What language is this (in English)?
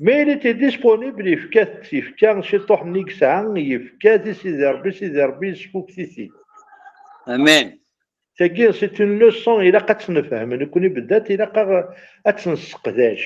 Kabyle